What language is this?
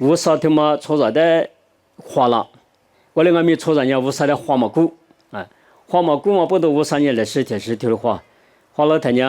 Lisu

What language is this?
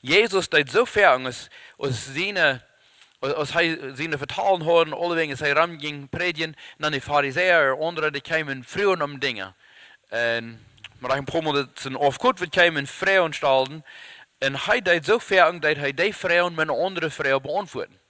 Plautdietsch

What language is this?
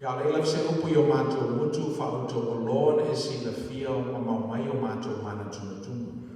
Samoan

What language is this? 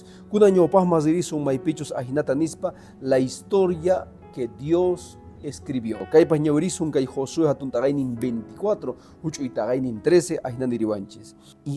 Quechua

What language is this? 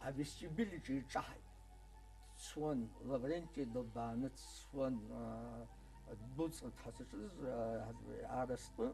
Abkhazian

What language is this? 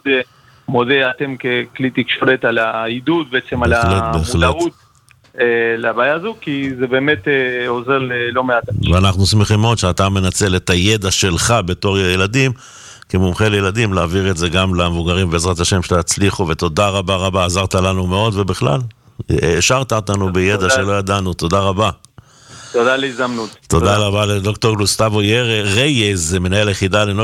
Hebrew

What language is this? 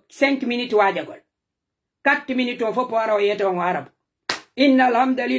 Pular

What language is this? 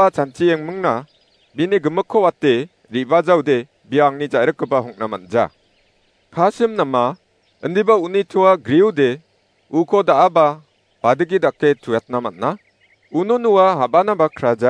Garo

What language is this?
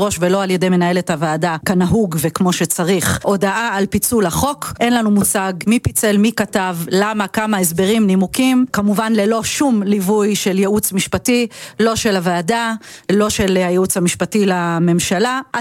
Hebrew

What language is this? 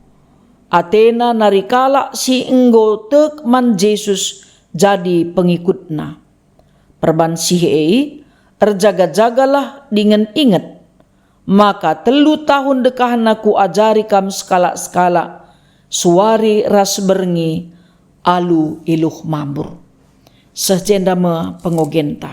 Batak Karo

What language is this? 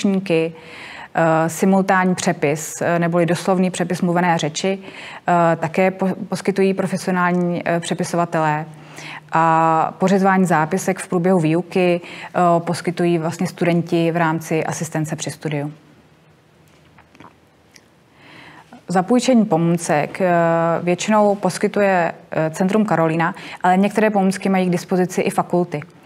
Czech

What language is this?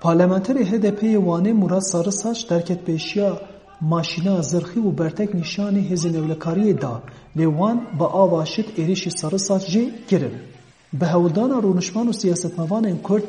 Kurdish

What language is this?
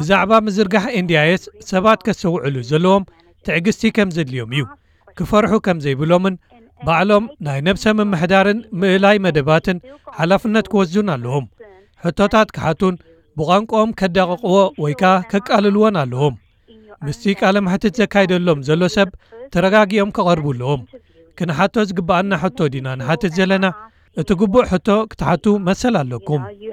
Tigrinya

